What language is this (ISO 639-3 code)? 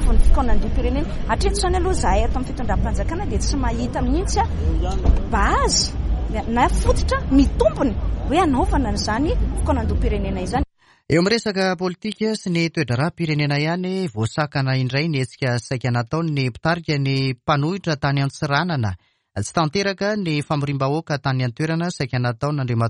mlg